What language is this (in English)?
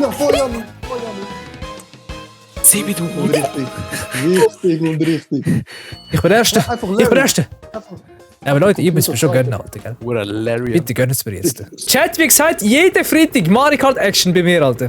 Swiss German